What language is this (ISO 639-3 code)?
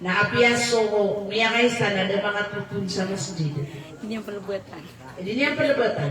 mrw